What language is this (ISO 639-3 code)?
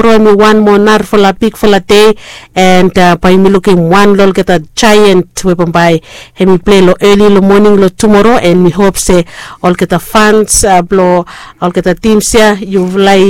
bis